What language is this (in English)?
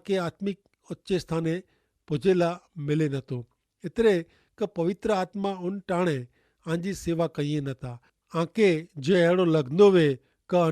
Kachhi